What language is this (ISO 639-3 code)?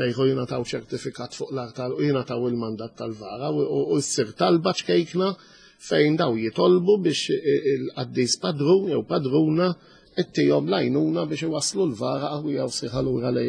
mlt